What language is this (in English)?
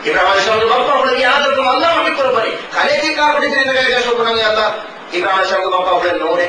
Divehi